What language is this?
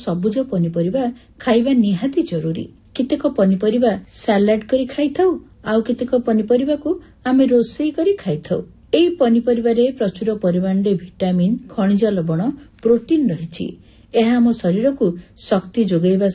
Odia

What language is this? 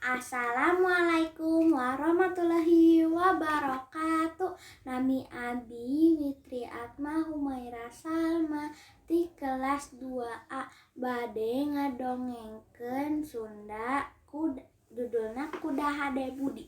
Sundanese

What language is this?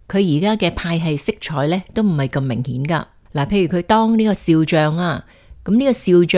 Cantonese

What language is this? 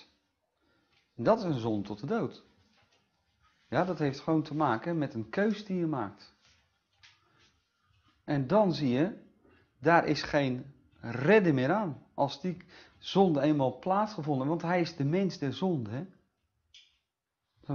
Dutch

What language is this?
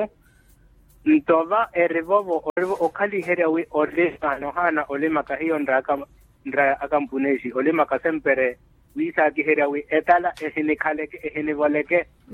Makhuwa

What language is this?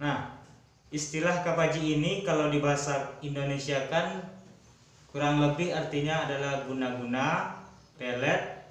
Minangkabau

